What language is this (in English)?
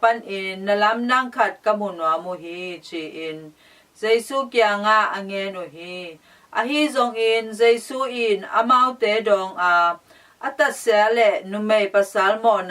Tedim Chin